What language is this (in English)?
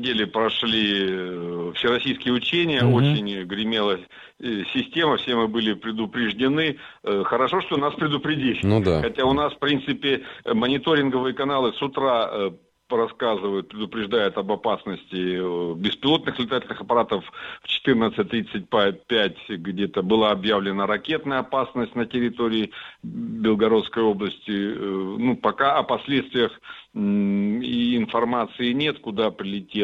Russian